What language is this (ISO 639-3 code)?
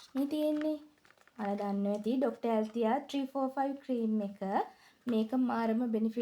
sin